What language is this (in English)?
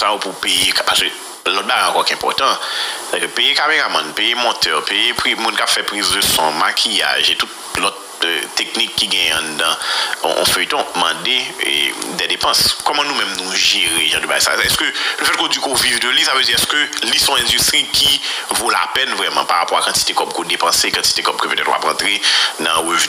Haitian Creole